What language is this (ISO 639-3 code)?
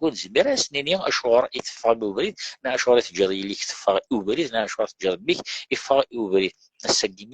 kab